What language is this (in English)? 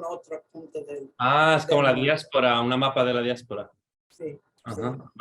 Ladino